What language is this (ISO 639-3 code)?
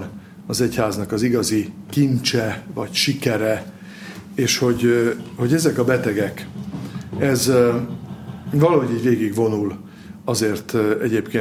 hun